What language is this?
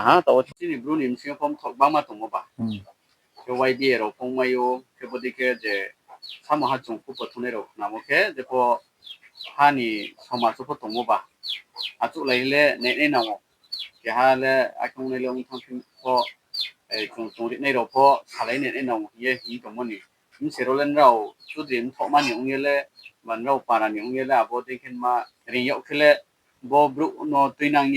Riang (India)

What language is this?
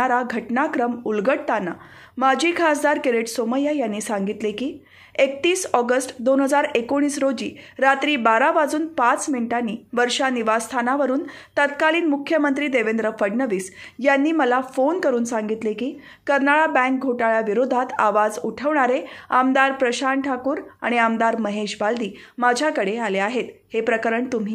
Marathi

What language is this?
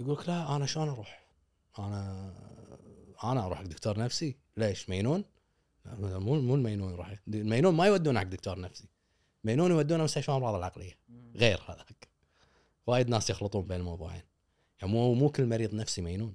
Gulf Arabic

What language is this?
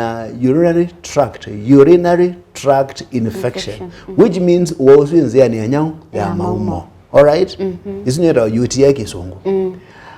Kamba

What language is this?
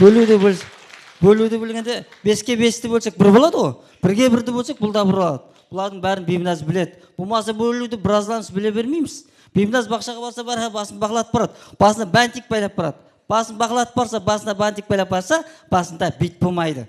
Kara-Kalpak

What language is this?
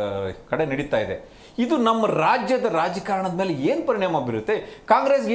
Kannada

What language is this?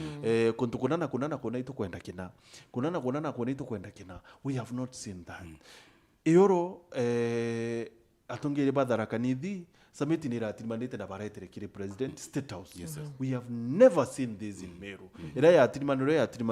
Meru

